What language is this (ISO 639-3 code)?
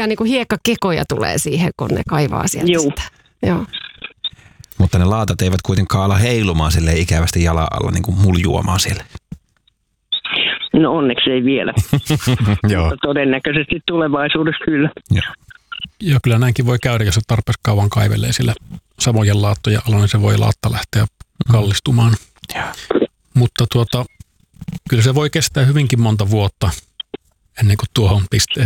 fin